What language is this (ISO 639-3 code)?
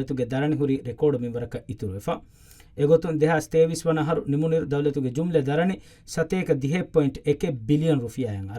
div